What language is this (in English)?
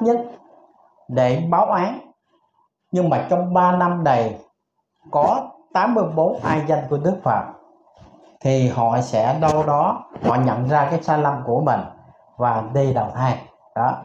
Vietnamese